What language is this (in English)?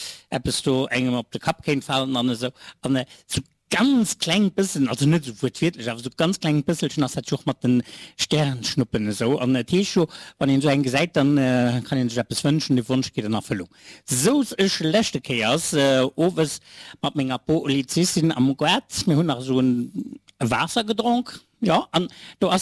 Luxembourgish